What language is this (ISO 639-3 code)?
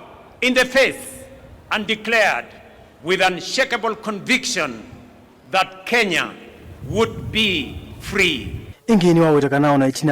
kam